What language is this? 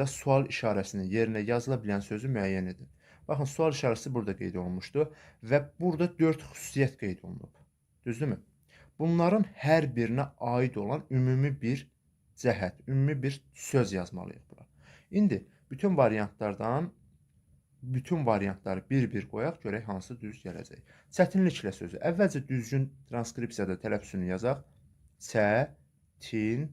Azerbaijani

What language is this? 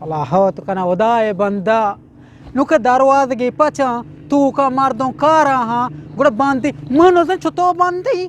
Eastern Balochi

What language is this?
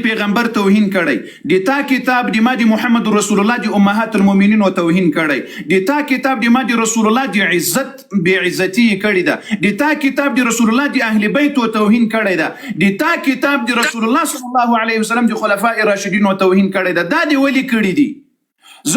Pashto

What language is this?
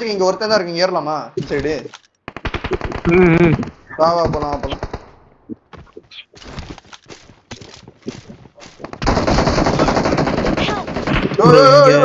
Tamil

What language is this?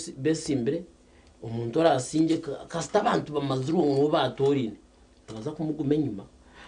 Nyankole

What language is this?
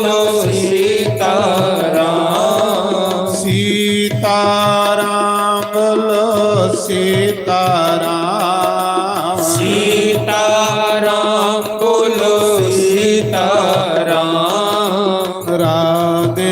Dogri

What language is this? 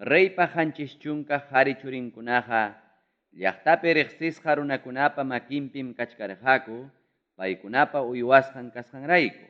Ayacucho Quechua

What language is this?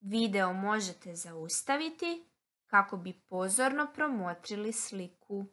Croatian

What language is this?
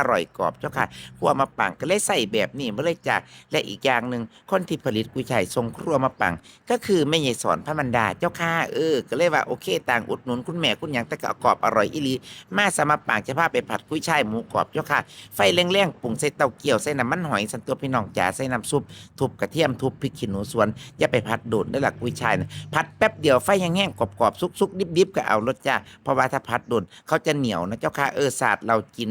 Northeastern Thai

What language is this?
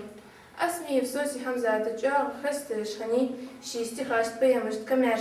Ingush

